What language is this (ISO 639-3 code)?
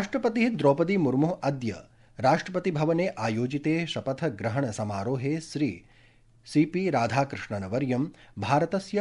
san